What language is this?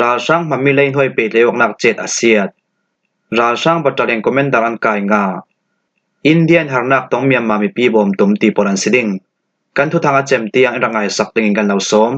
Falam Chin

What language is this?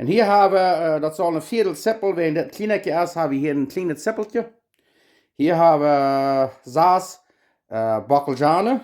Plautdietsch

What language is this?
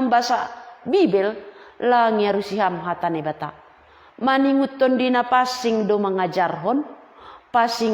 Batak Simalungun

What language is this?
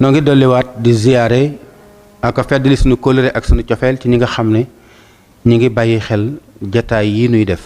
Wolof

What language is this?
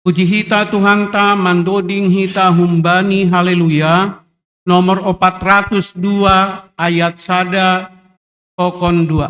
Batak Simalungun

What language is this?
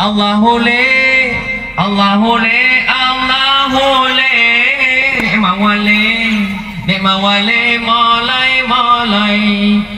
Achinese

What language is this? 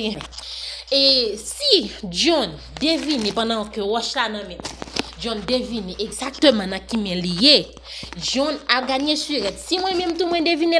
Haitian Creole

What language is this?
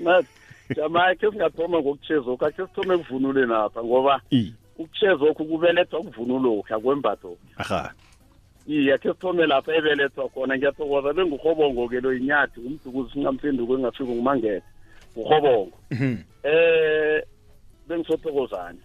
South Ndebele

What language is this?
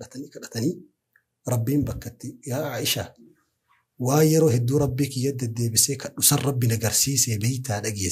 Oromo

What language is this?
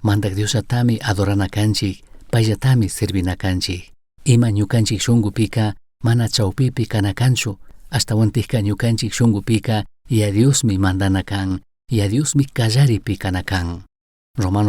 Chimborazo Highland Quichua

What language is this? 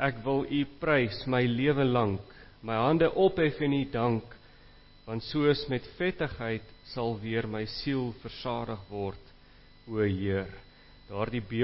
Afrikaans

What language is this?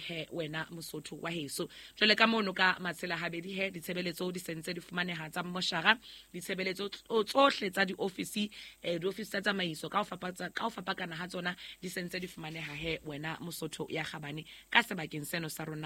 Southern Sotho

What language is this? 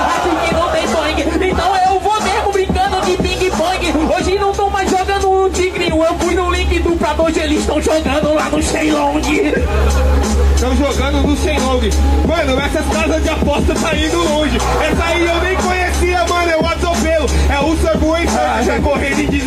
Portuguese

